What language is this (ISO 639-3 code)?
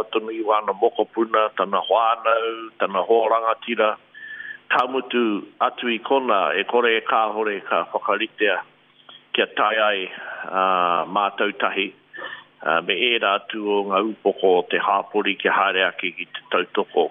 mri